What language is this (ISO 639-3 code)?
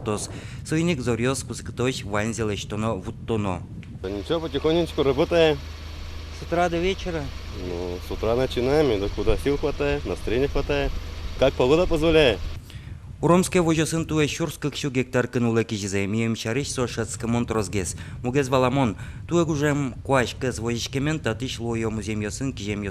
udm